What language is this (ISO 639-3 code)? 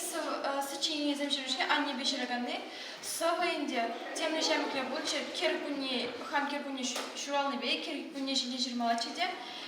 chv